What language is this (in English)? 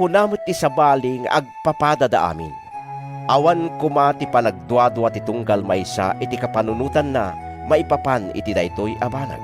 Iloko